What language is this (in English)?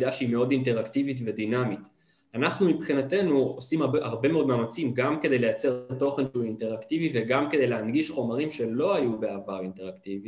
Hebrew